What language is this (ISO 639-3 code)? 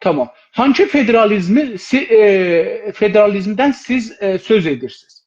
azb